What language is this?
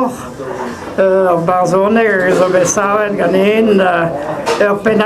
Breton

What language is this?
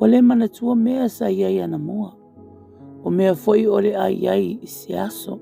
Samoan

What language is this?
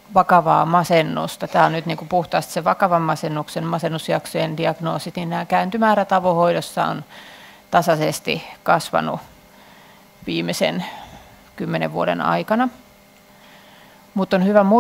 Finnish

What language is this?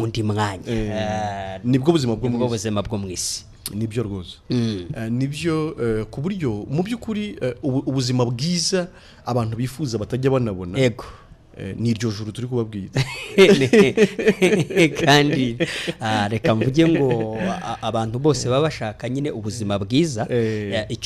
Kinyarwanda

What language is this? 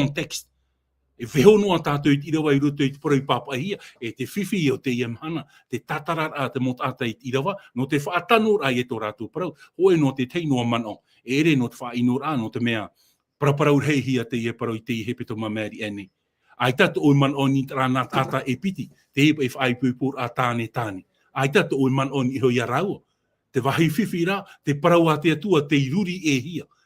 Tahitian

